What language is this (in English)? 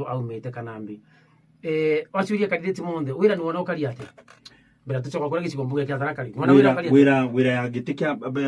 Meru